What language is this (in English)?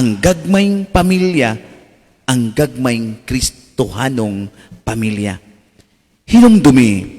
Cebuano